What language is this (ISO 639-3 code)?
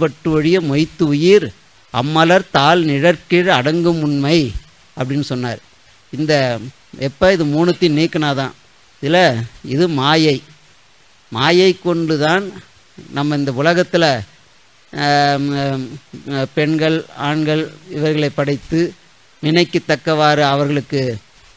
tam